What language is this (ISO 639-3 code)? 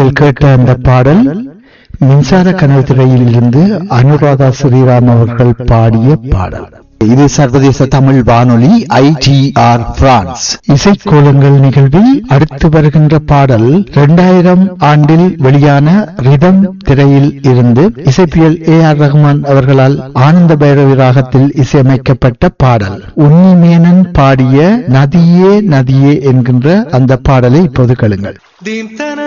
tam